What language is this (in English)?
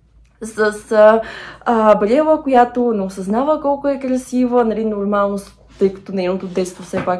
Bulgarian